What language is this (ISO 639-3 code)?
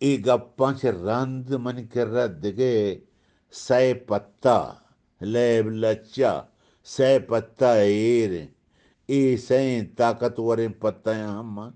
bgp